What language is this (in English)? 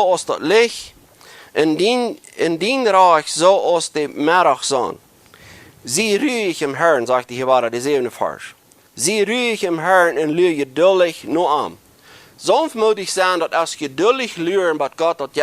Plautdietsch